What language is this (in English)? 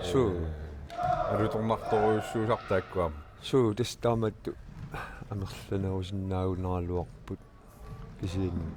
Kalaallisut